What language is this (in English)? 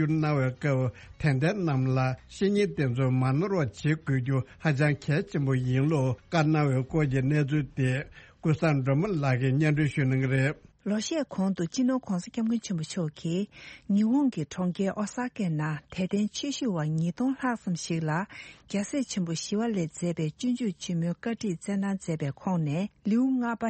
Tibetan